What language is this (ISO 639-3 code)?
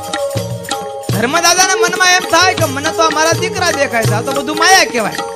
guj